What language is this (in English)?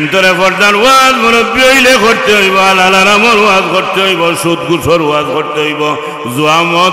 Sylheti